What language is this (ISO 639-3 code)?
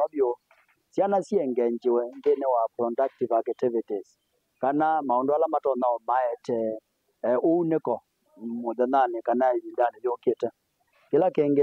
kam